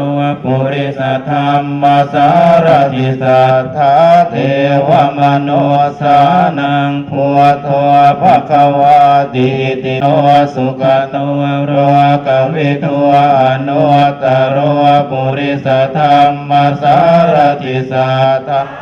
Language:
Pali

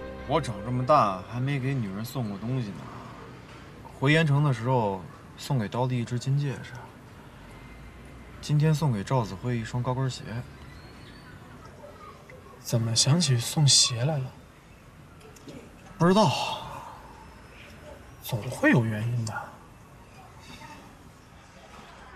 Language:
Chinese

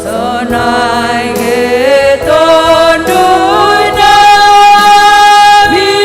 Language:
Batak Simalungun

